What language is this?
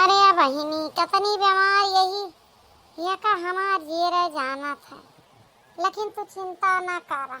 Awadhi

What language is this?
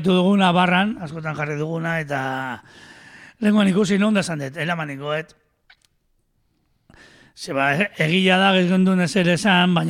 Basque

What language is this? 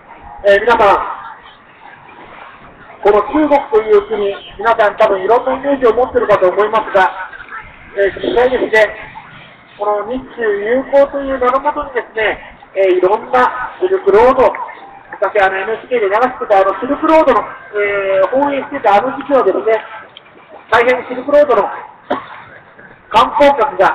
Japanese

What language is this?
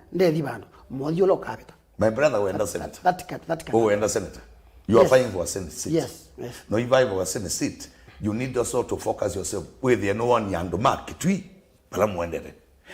Kamba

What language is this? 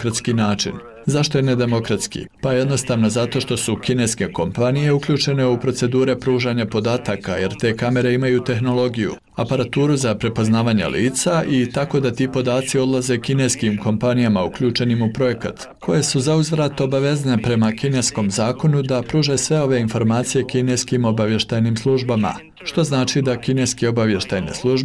Bosnian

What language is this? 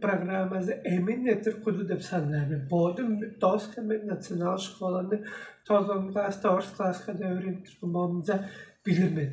Tuvinian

